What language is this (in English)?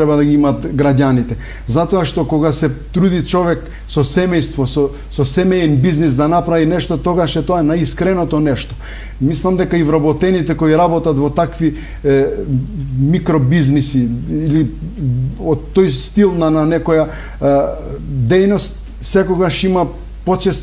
Macedonian